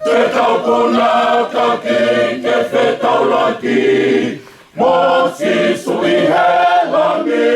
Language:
Tongan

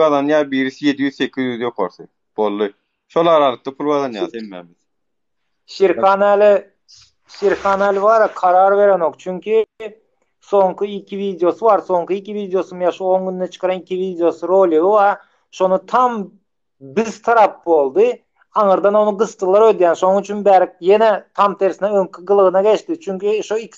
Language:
Turkmen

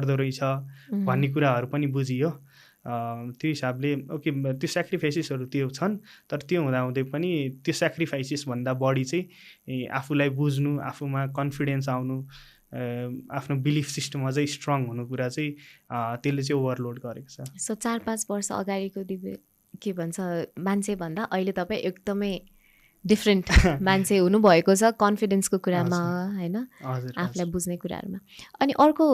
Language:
Nepali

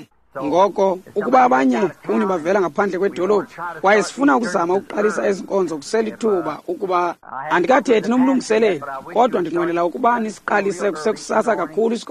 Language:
Xhosa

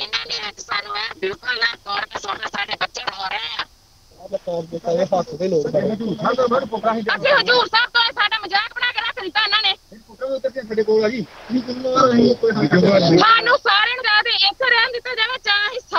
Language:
Punjabi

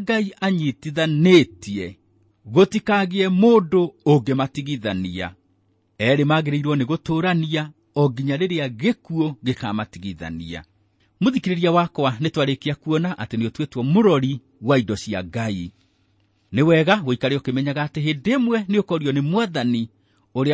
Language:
Kikuyu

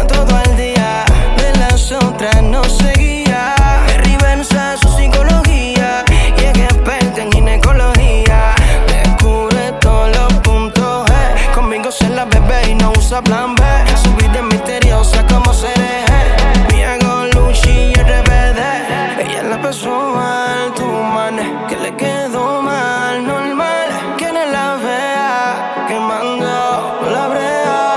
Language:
Spanish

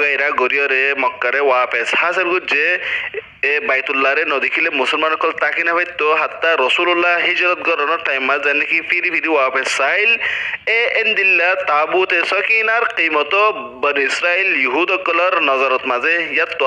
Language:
Rohingya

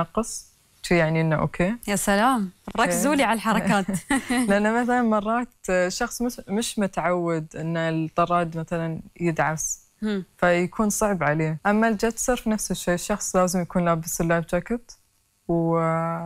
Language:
Gulf Arabic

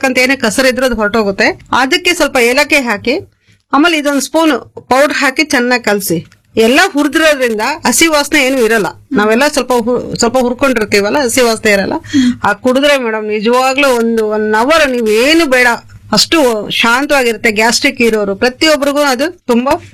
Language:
Kannada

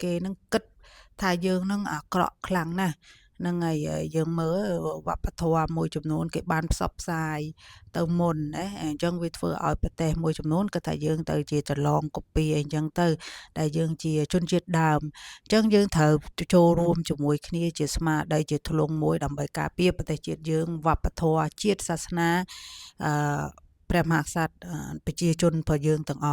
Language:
Khmer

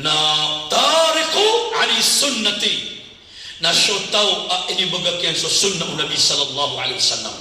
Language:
Maranao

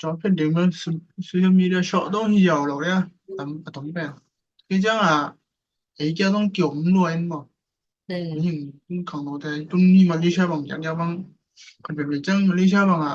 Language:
Tedim Chin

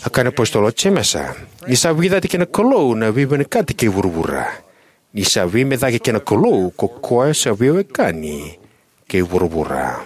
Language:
Fijian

